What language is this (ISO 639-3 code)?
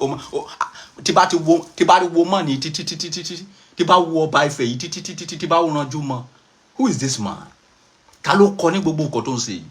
yor